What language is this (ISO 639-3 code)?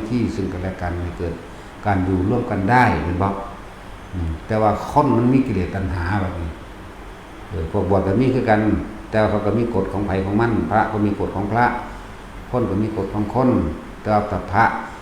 tts